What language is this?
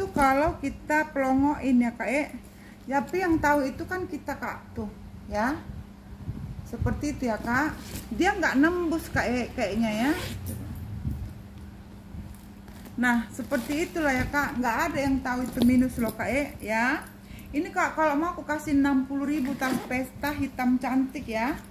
Indonesian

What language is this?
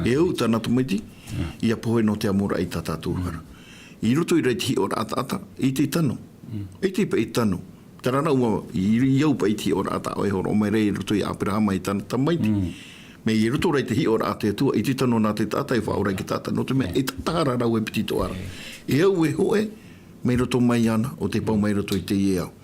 Tahitian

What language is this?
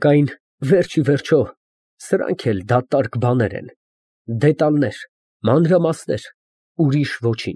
Armenian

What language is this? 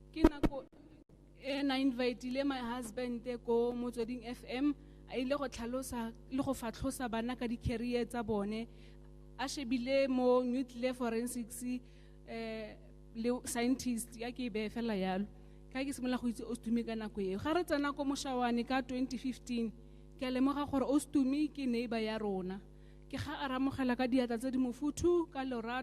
Tswana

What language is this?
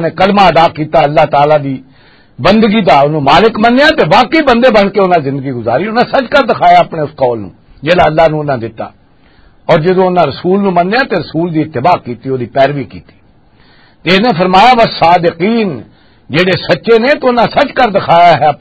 Western Panjabi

